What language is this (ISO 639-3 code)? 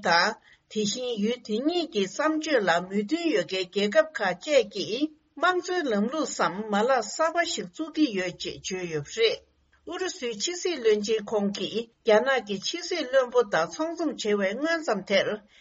bod